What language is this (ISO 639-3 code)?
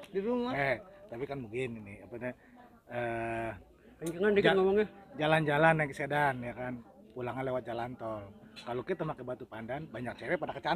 bew